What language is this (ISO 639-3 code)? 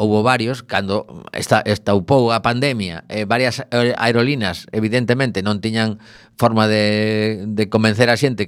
glg